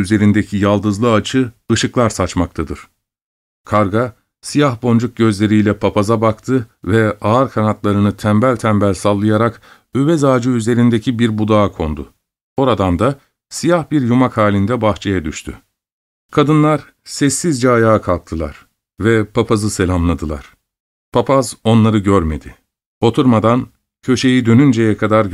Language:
Turkish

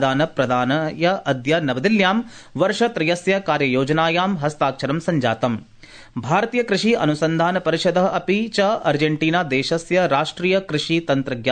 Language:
Sanskrit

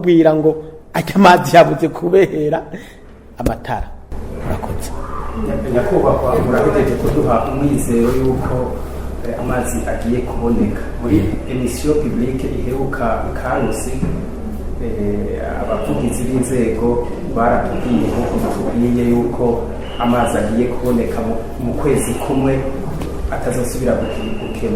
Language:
Rundi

